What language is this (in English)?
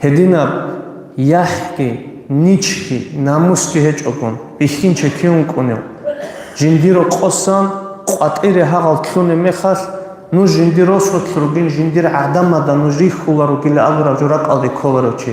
Avaric